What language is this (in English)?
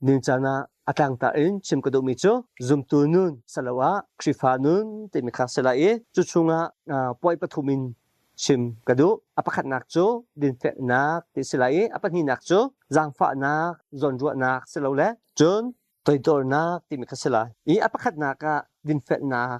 Hakha Chin